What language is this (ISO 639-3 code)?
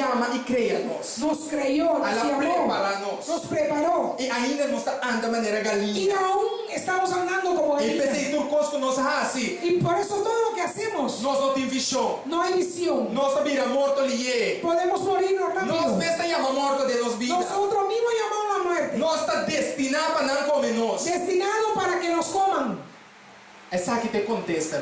pap